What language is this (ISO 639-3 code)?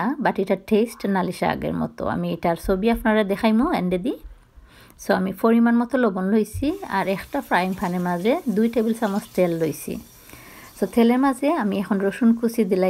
syl